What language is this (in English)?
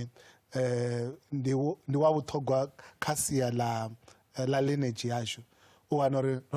Venda